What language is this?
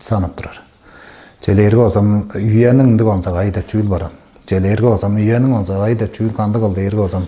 Tuvinian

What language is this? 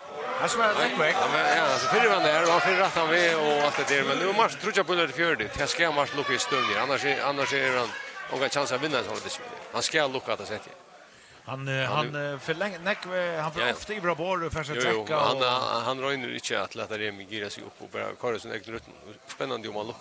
Faroese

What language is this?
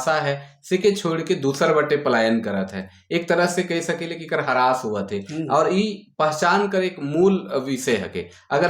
Sadri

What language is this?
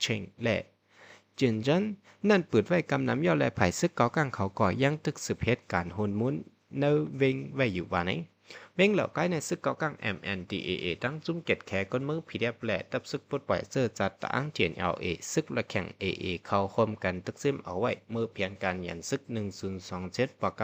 Shan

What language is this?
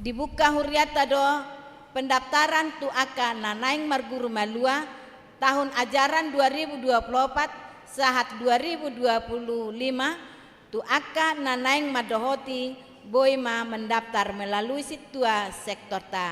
Batak Toba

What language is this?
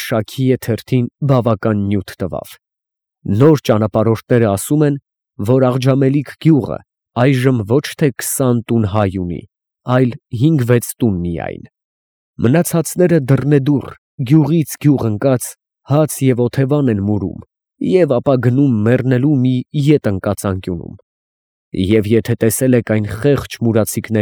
Armenian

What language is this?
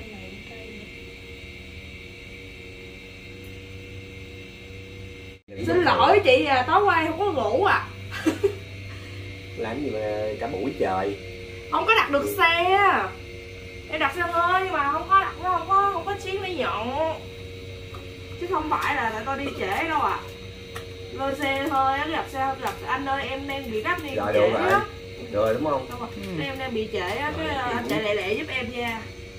Vietnamese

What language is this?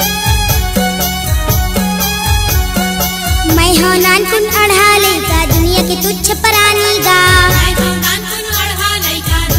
Chhattisgarhi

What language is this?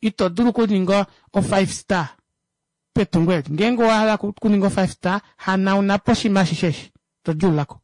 Kuanyama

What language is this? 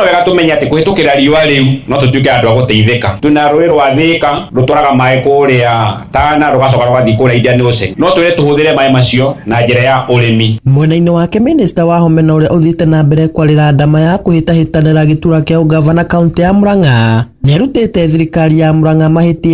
Kikuyu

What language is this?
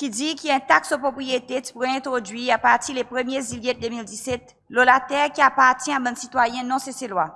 Seselwa Creole French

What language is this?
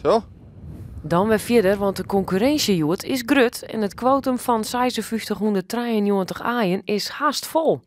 Western Frisian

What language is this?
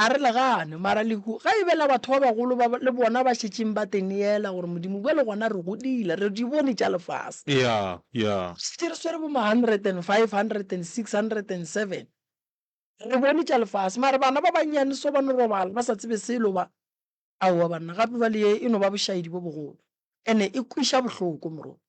Northern Sotho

